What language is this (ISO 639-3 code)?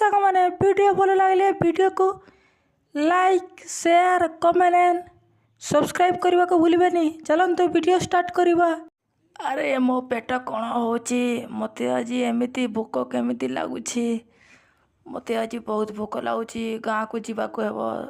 ori